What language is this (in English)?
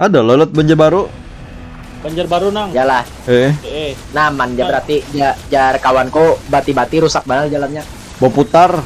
Banjar